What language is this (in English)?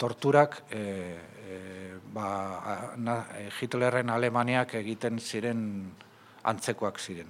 Basque